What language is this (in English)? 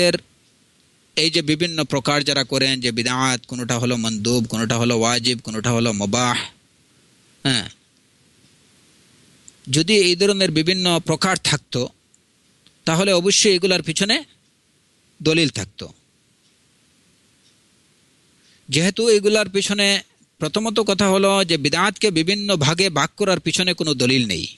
Bangla